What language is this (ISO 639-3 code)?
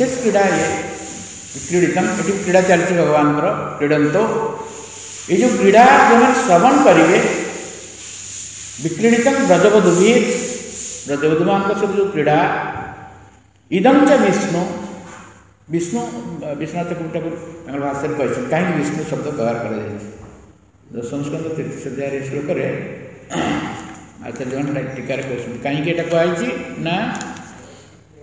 ori